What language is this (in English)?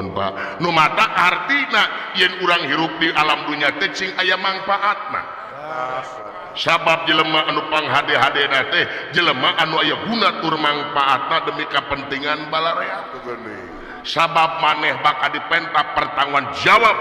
Sundanese